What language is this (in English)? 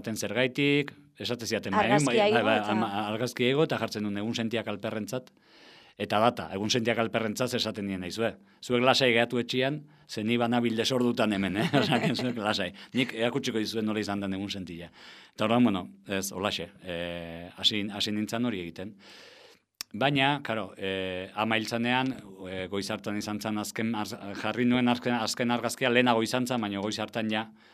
Basque